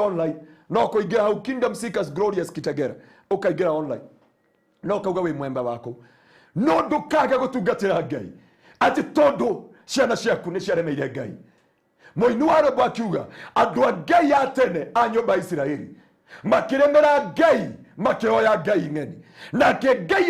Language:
Kikuyu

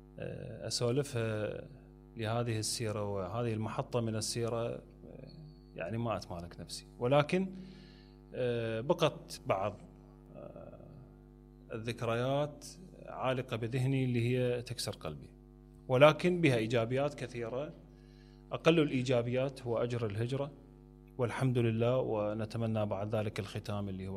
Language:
Mesopotamian Arabic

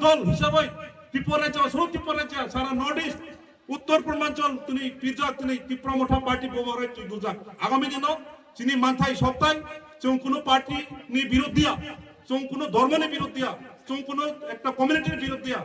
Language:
Kok Borok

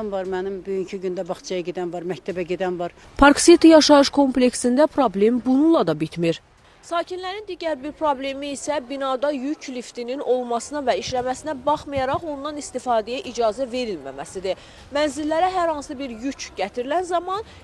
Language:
Azerbaijani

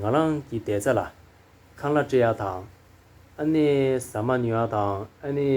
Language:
Tibetan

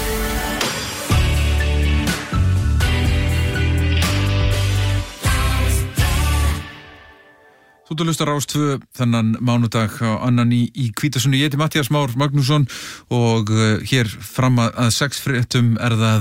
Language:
Icelandic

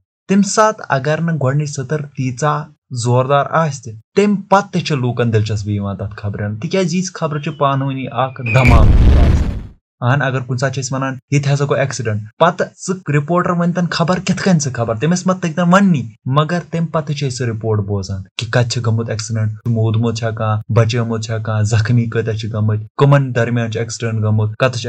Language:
Kashmiri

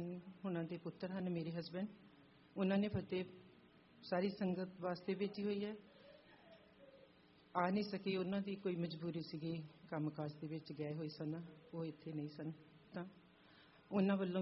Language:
Punjabi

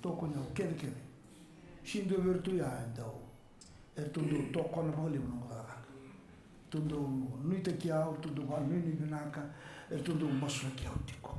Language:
Fijian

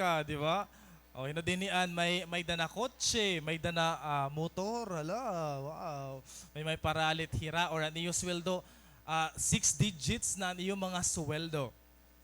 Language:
Waray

